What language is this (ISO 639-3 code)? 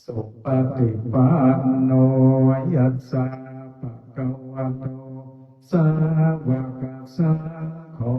pli